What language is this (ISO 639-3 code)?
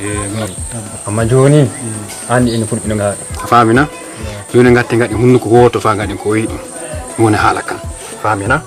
fuv